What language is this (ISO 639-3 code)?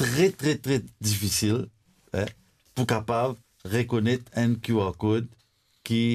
mfe